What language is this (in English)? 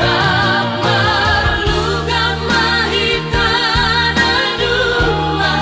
Batak Toba